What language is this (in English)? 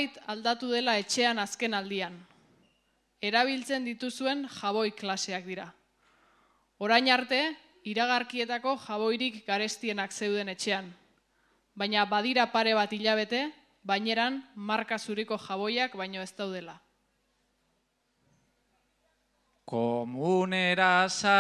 Basque